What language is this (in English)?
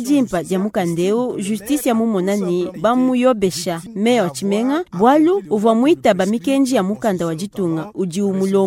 Luba-Lulua